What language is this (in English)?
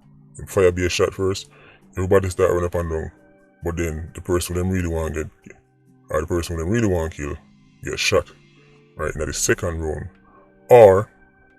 Jamaican Creole English